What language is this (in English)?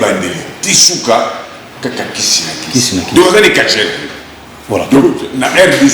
Lingala